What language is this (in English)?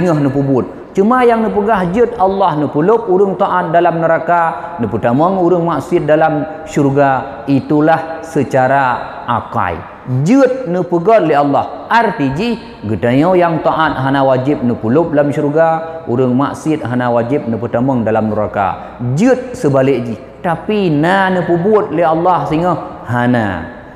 Achinese